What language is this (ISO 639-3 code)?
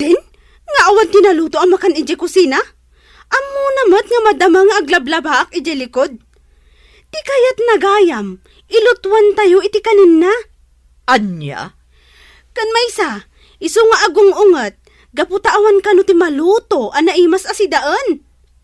ilo